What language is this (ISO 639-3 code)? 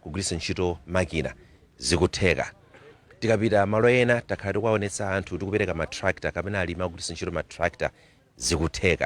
nya